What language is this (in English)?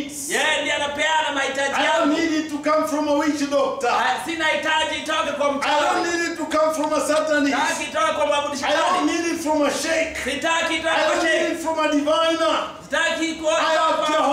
Swahili